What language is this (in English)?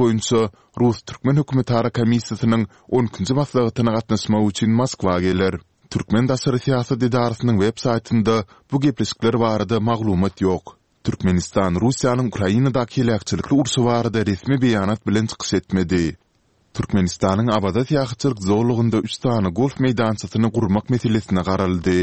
Turkmen